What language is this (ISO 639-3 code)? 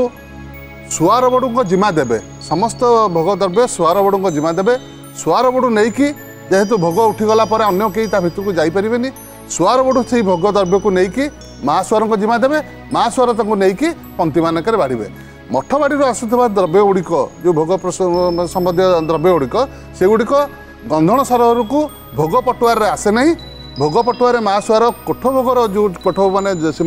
ori